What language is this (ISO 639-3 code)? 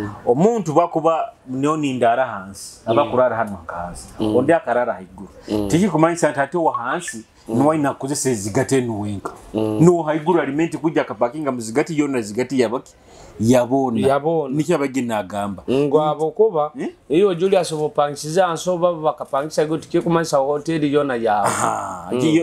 nyo